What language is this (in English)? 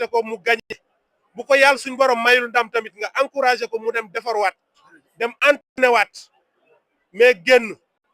Wolof